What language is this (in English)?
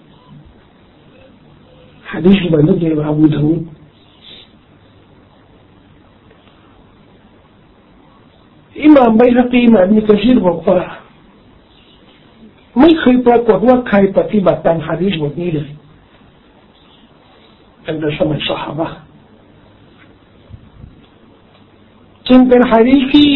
Thai